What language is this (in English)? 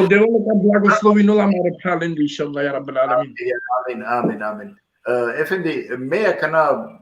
Balkan Romani